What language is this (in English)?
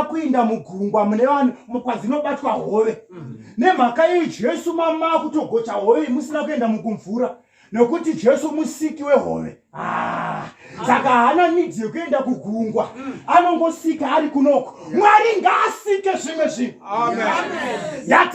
Shona